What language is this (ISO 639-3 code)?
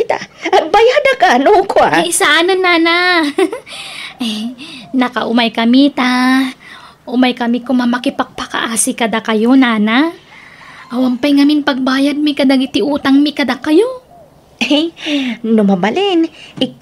ilo